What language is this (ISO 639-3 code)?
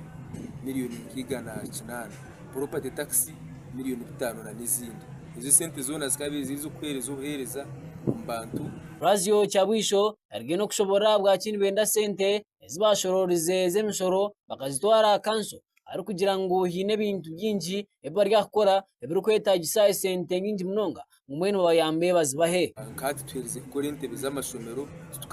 nyn